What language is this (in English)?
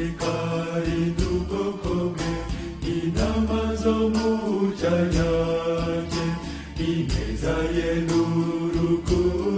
Kinyarwanda